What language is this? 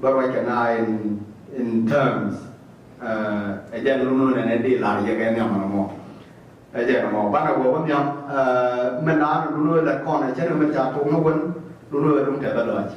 Nuer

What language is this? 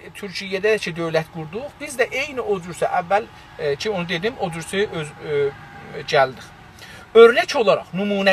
South Azerbaijani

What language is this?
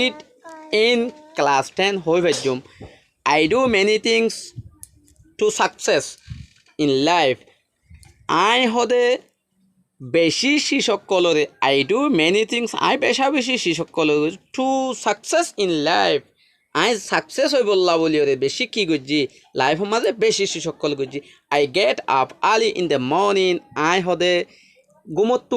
Rohingya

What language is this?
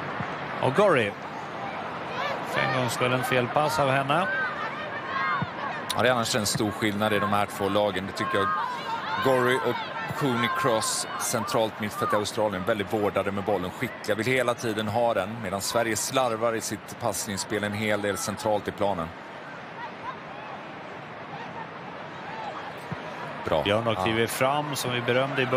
Swedish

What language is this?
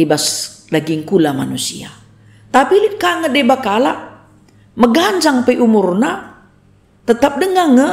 Batak Karo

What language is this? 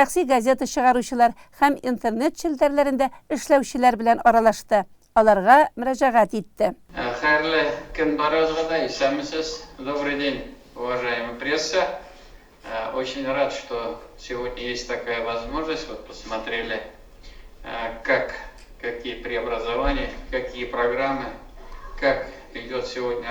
Tatar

